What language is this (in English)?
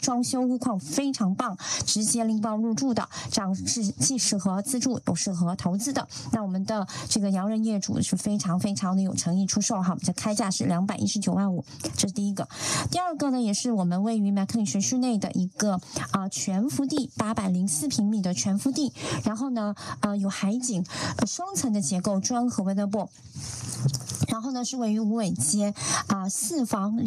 Chinese